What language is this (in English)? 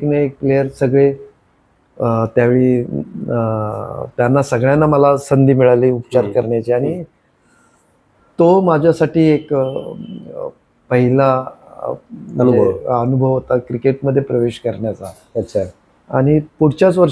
Marathi